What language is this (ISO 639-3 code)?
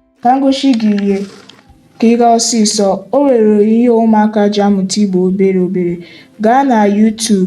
ibo